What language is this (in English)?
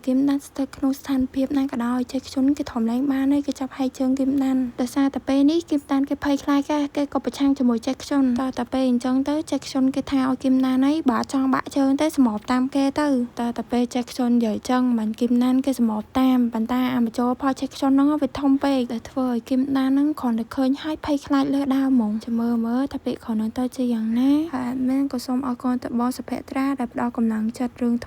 Khmer